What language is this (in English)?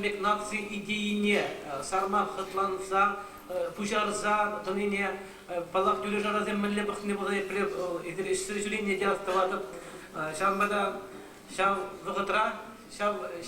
Chuvash